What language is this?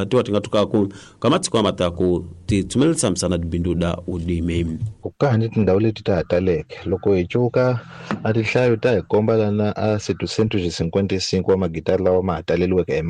Tsonga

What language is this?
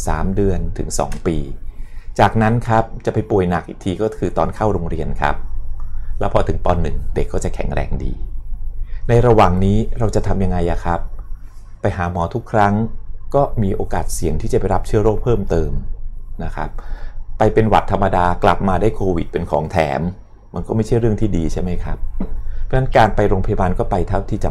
Thai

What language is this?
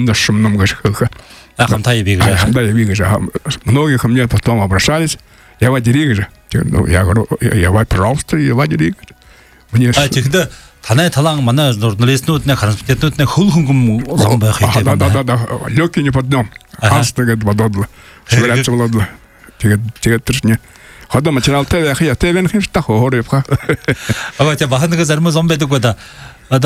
Buriat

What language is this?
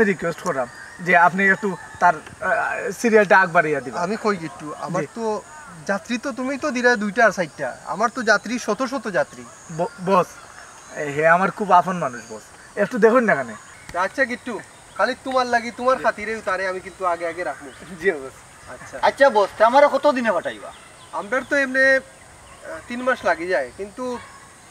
Sylheti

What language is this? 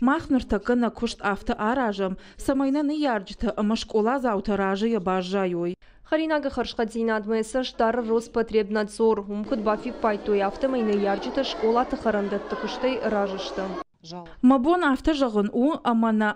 Ossetic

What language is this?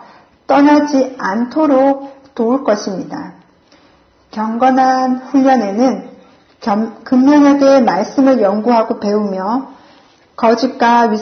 Korean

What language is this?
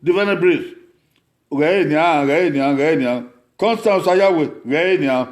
Bini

